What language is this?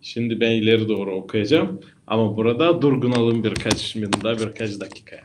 Gagauz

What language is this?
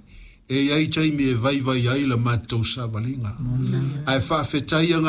Samoan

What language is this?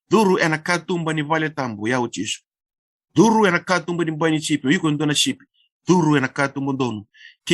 Fijian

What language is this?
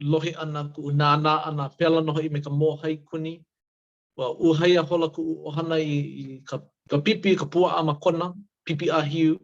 Hawaiian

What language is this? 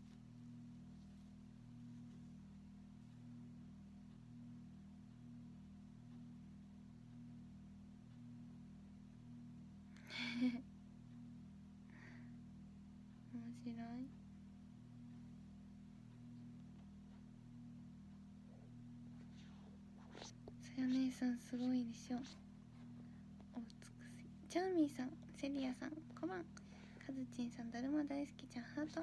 Japanese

